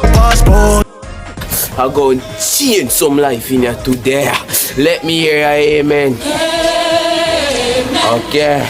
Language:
Jamaican Creole English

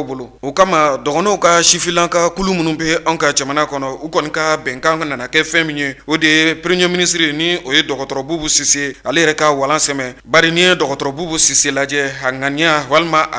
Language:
Bambara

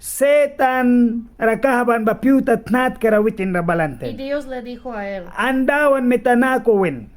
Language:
Mískito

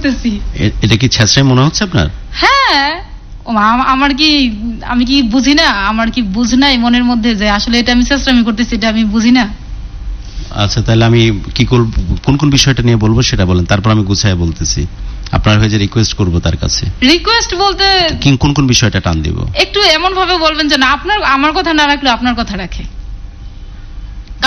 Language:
Bangla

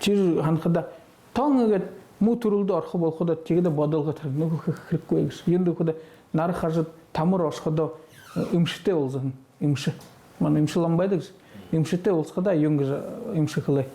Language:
Buriat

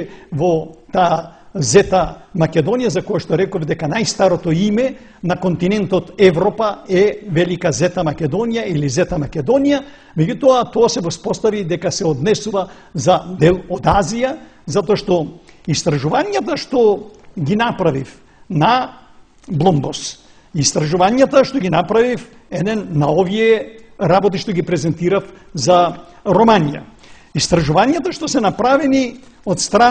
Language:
Macedonian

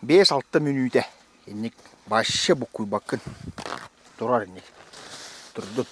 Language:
Yakut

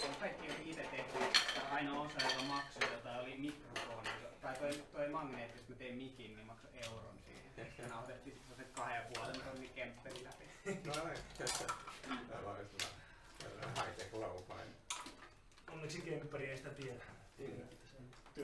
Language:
Finnish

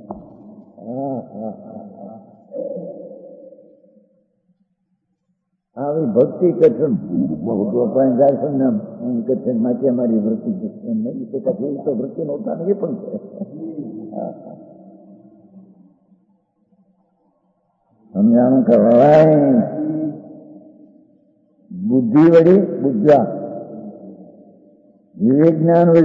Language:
Gujarati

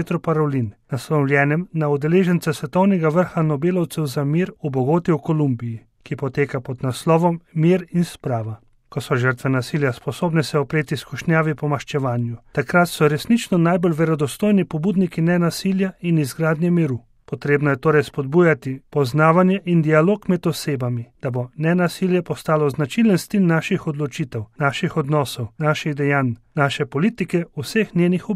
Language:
Slovenian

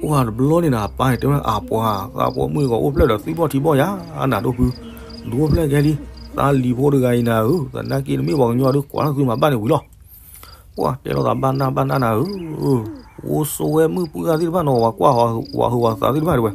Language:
S'gaw Karen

